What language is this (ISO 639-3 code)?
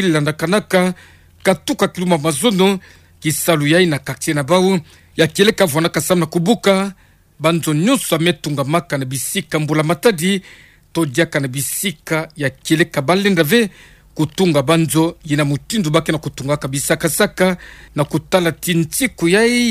ktu